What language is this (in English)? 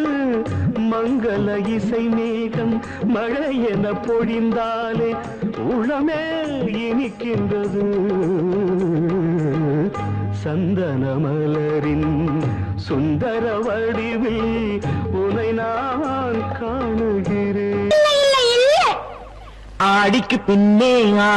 Tamil